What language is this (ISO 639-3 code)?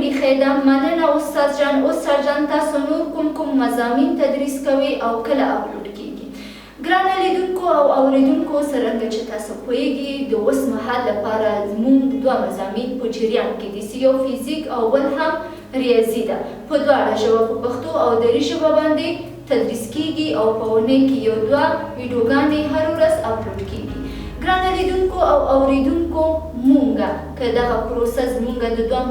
pus